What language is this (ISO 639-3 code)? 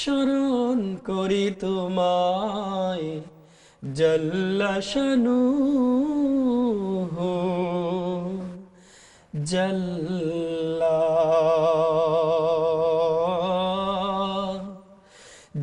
ben